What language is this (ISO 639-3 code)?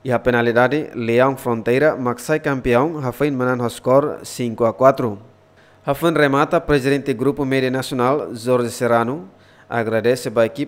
tet